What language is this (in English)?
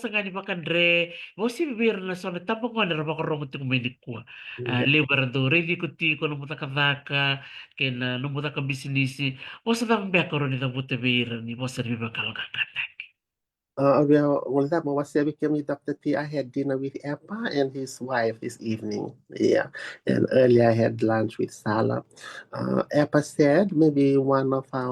Fijian